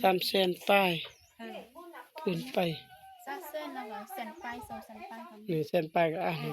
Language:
Lao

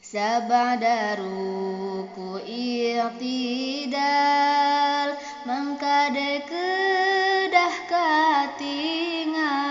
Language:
Sundanese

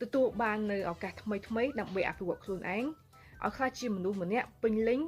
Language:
Khmer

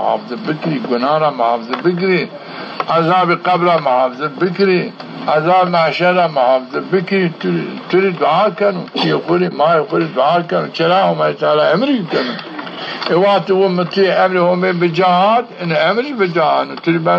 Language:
Zaza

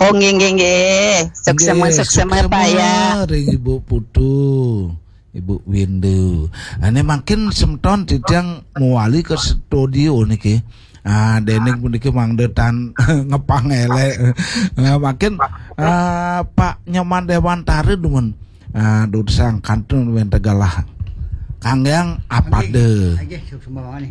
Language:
Balinese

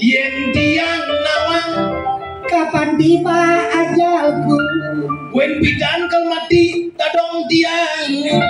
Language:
Balinese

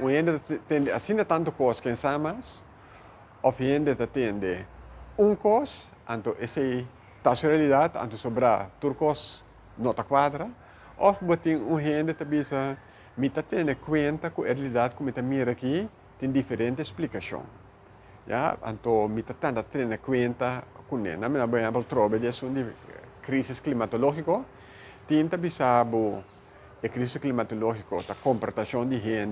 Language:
Papiamento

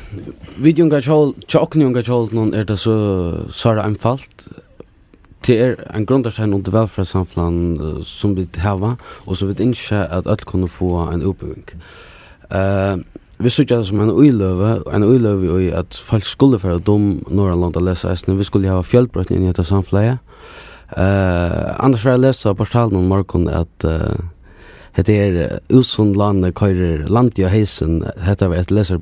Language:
Faroese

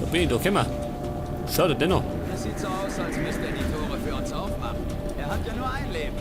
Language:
Bavarian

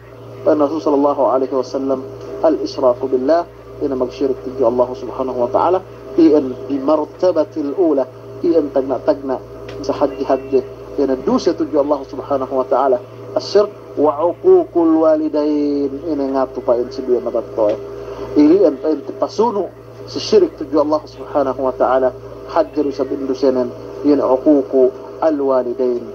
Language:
Yakan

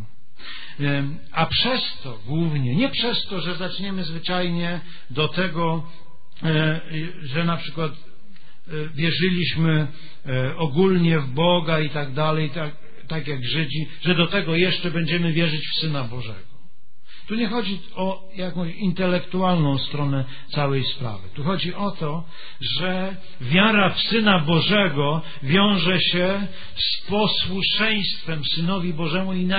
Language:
Polish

